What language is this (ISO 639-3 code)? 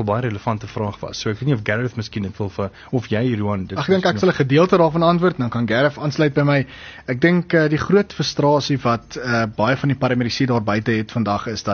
afr